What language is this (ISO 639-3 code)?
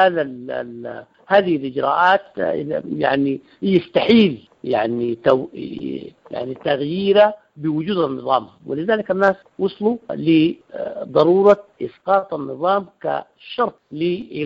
apd